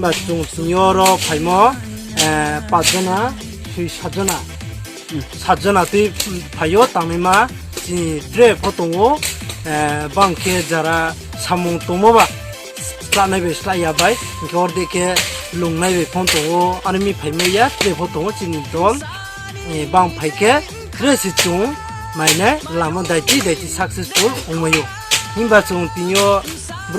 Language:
Riang (India)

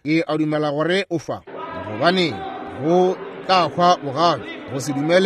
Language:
Northern Sotho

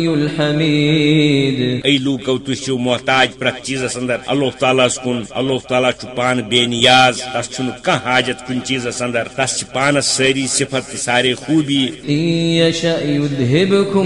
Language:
Kashmiri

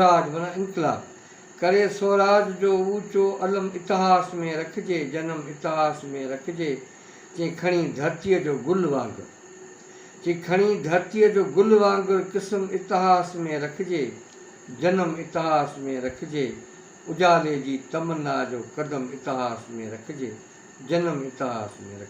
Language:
Sindhi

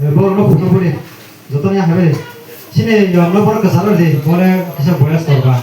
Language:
Kok Borok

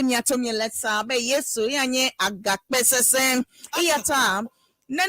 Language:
Ewe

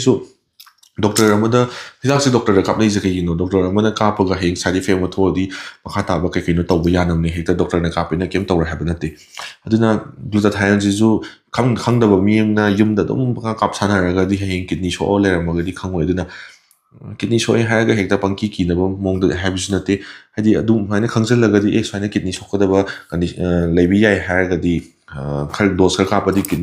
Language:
Manipuri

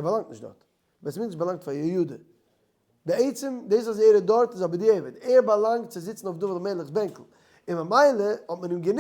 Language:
Yiddish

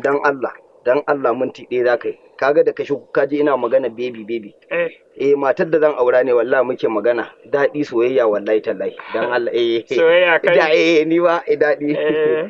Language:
Hausa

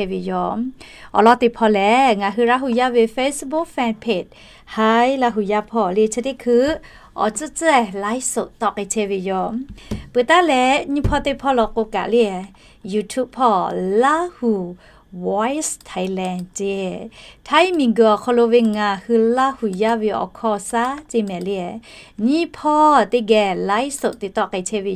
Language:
Lahu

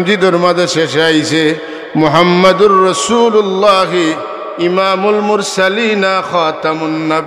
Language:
Sylheti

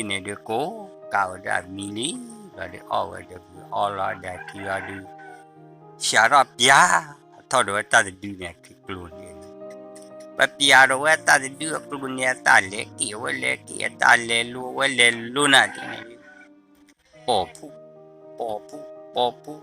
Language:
S'gaw Karen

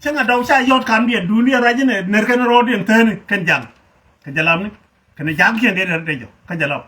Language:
Nuer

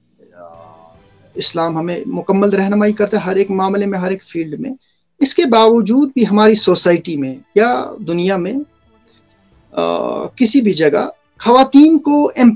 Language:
Urdu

